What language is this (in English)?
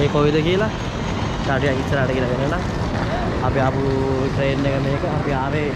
Sinhala